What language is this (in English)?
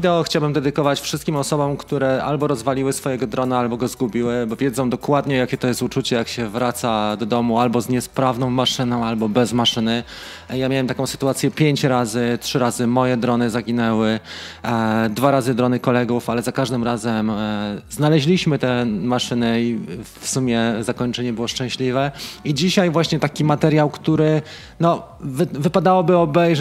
Polish